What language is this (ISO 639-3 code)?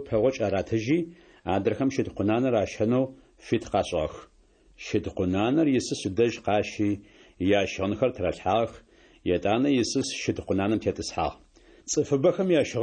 ady